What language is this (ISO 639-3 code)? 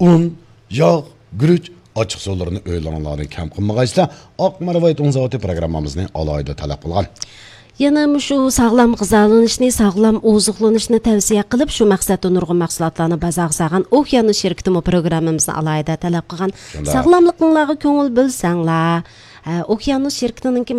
uig